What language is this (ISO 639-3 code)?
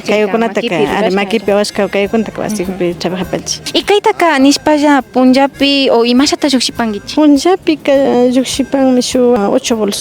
qvi